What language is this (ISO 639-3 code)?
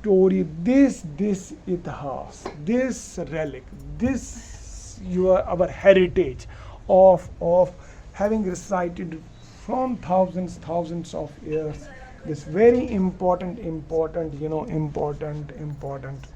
kas